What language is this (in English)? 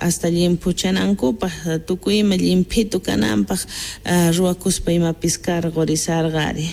South Bolivian Quechua